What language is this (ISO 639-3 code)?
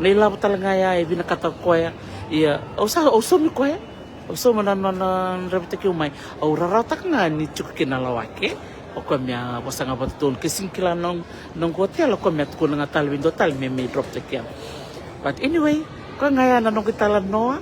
fij